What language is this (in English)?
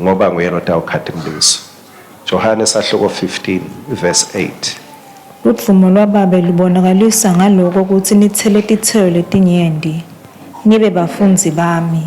Swati